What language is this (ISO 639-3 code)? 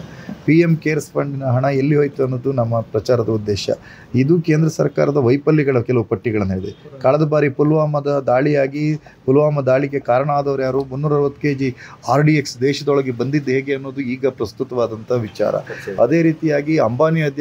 kan